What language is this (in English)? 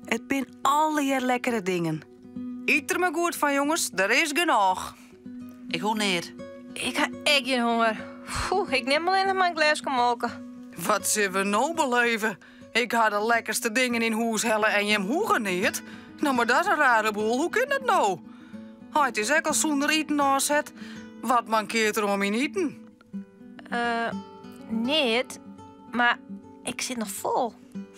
Western Frisian